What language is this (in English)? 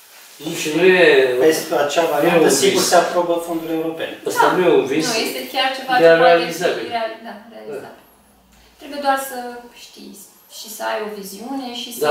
Romanian